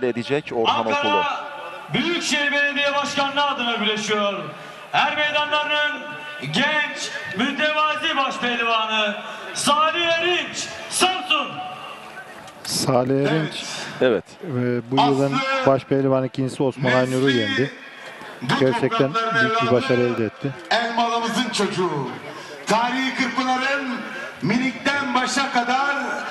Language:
Turkish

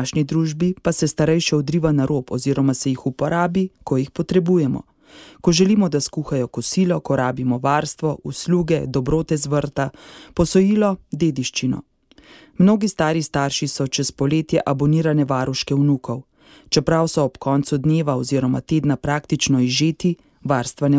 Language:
Slovenian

